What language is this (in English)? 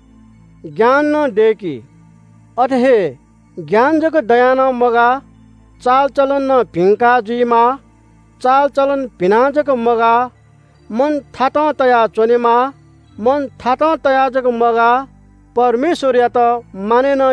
Newari